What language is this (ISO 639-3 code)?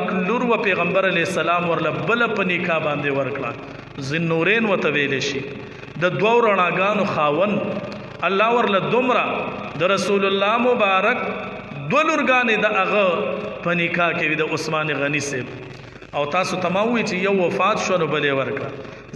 pus